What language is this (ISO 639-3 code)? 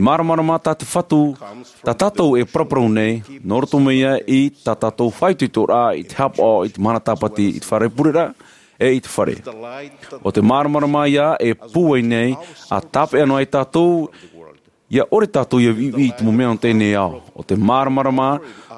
tah